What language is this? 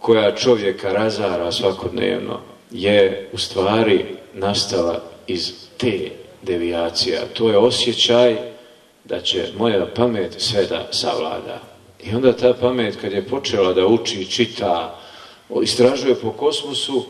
Bosnian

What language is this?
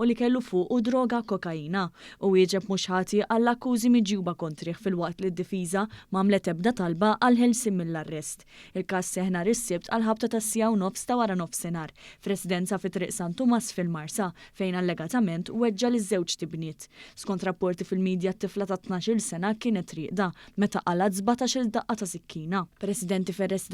Maltese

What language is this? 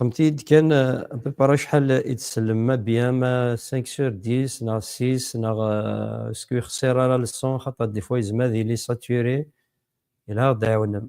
Kabyle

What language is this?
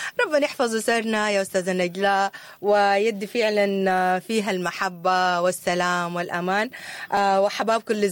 Sudanese Arabic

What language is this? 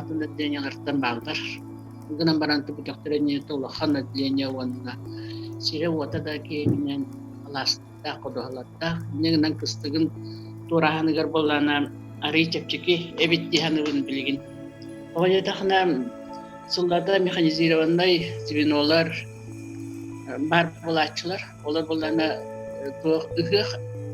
Yakut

